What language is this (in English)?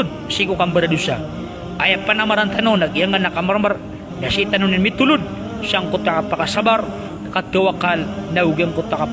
Maranao